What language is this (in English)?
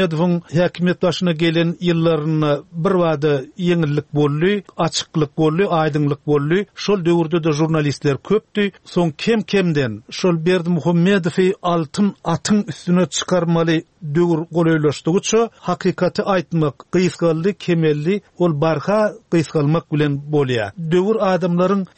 Turkmen